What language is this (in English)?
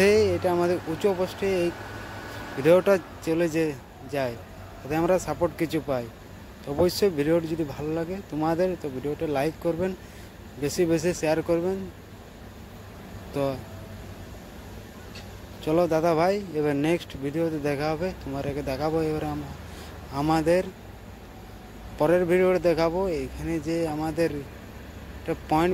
Bangla